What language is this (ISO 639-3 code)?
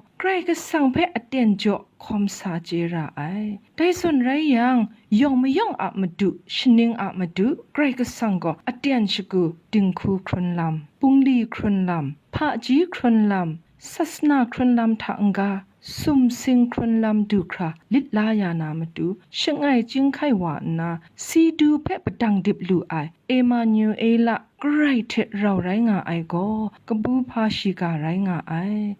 kac